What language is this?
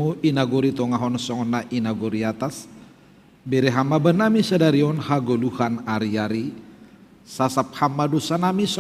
Batak Simalungun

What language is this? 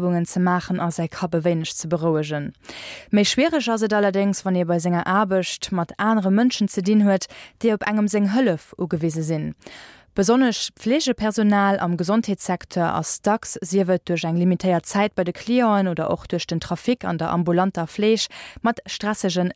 Luxembourgish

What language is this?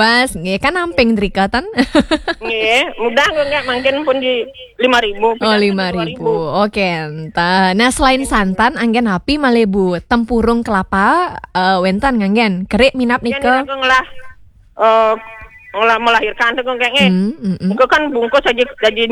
Balinese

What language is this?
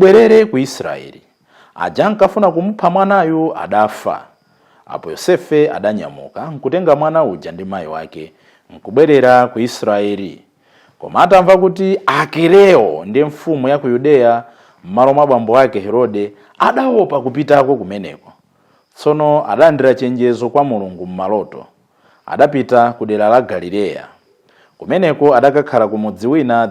Nyanja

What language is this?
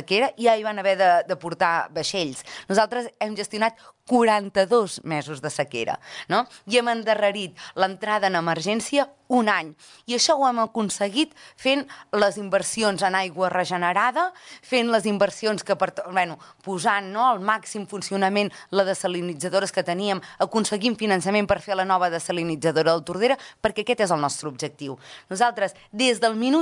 Catalan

